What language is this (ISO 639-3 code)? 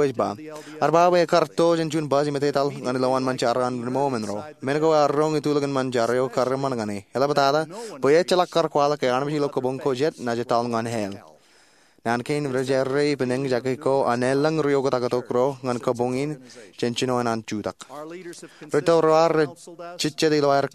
mah